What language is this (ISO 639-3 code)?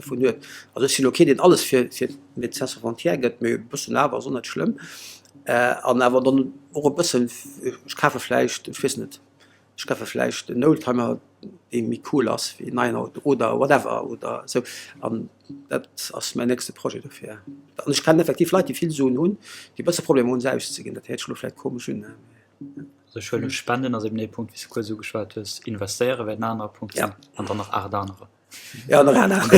ltz